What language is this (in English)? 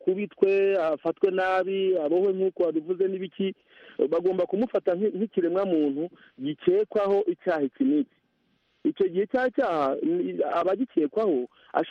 Kinyarwanda